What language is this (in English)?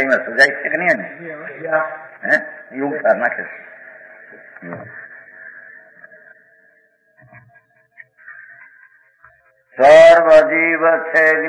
Gujarati